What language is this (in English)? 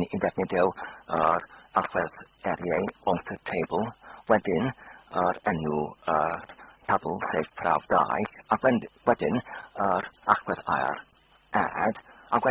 Welsh